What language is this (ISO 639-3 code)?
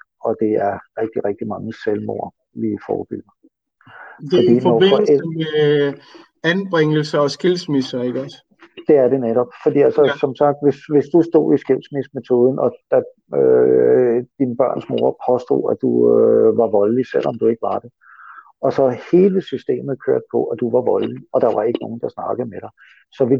dan